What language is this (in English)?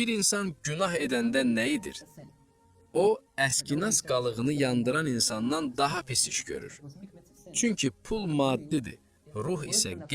Azerbaijani